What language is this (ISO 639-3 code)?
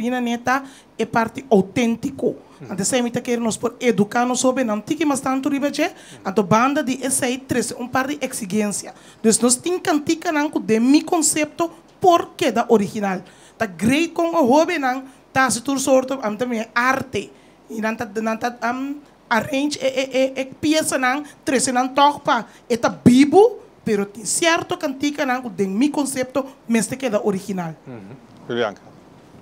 pap